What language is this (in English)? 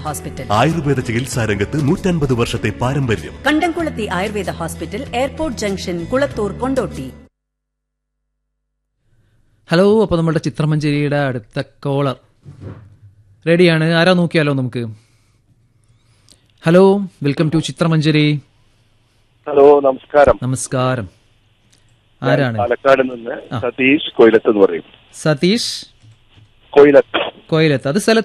Malayalam